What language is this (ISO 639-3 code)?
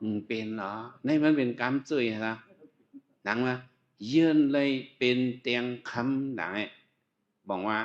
shn